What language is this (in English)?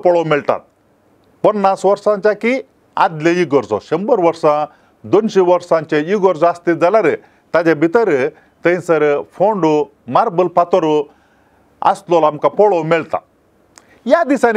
Konkani